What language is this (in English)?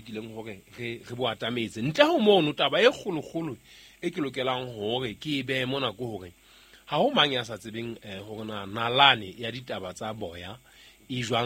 Southern Sotho